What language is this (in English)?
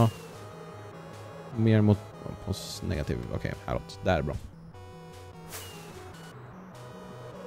Swedish